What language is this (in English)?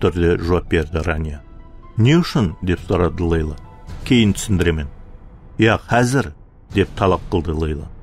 Kara-Kalpak